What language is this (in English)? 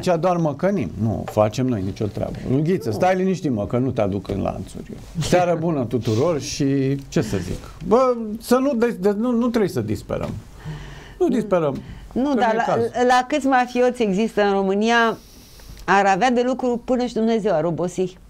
Romanian